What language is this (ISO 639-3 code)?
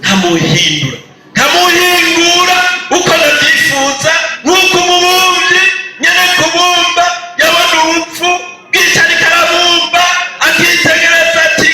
run